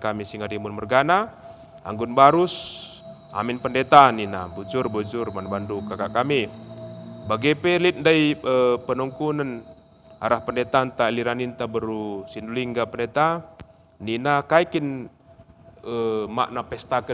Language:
Batak Karo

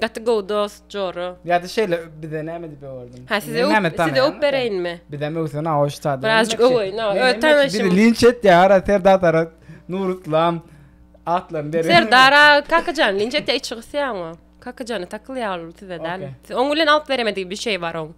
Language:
Turkmen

